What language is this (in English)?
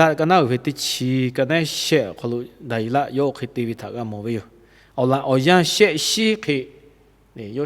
Lahu